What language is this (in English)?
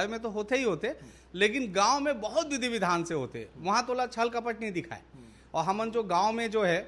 Chhattisgarhi